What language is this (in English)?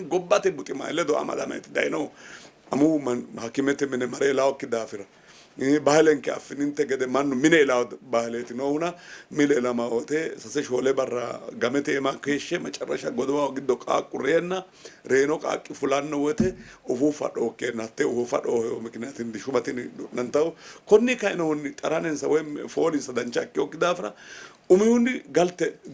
Sidamo